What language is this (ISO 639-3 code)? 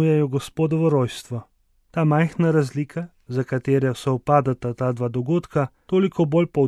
slv